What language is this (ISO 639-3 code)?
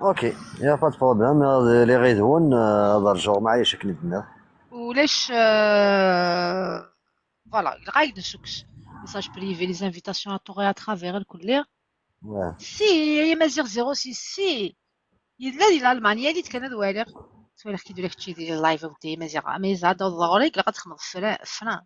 kab